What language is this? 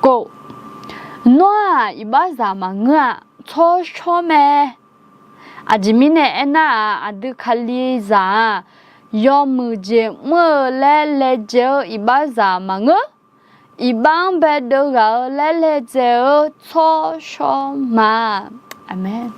Akha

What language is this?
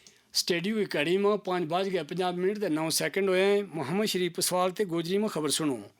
Gujari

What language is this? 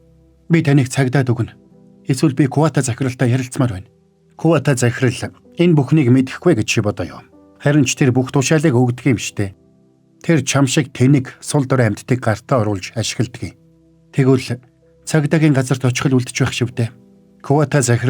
Mongolian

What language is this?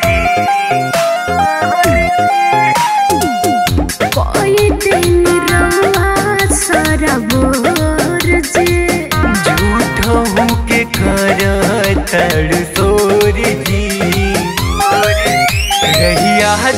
Bhojpuri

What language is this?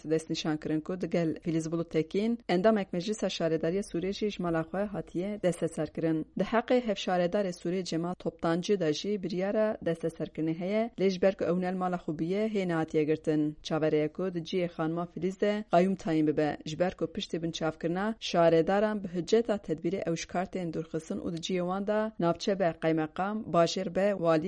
Kurdish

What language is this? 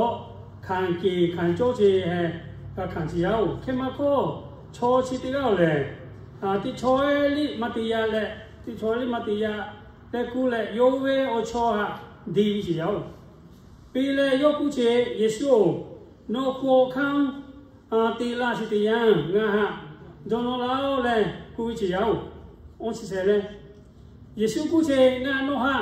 Lahu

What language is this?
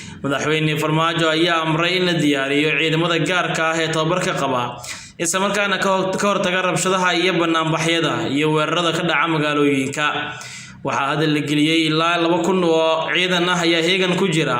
Somali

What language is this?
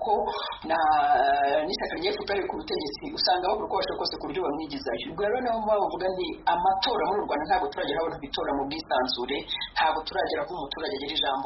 Kinyarwanda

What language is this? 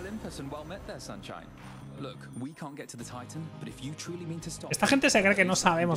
Spanish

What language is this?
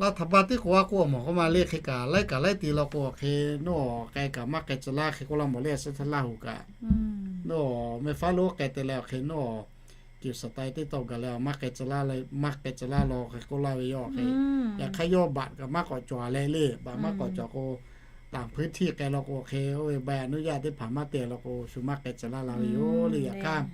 Lahu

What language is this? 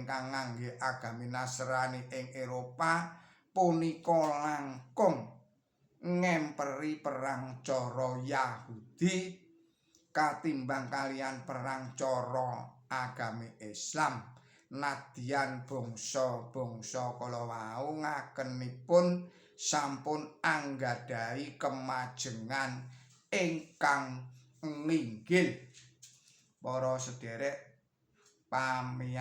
Javanese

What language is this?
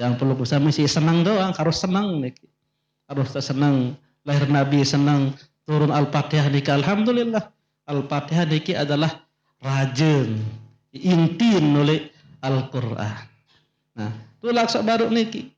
Sasak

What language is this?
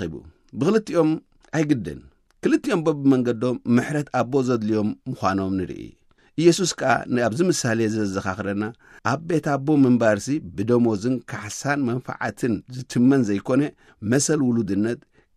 Tigrinya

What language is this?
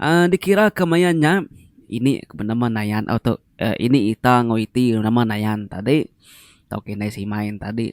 Iban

